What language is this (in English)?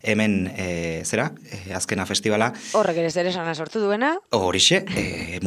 Basque